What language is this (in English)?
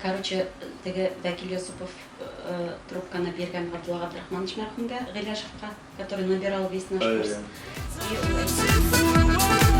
Bashkir